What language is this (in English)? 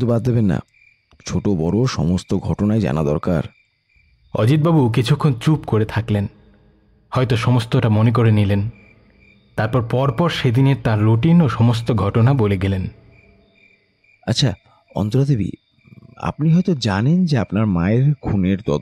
Bangla